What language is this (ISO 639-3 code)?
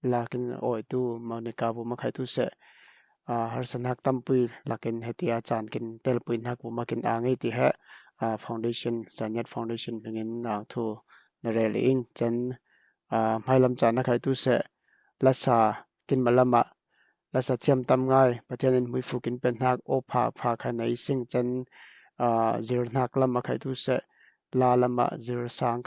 cfm